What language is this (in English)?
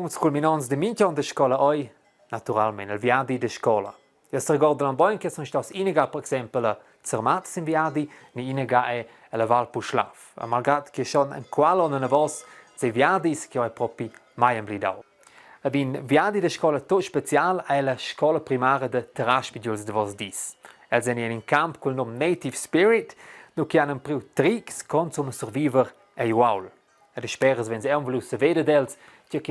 Romansh